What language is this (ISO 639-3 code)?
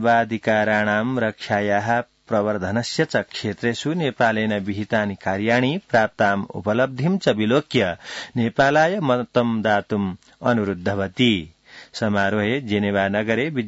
san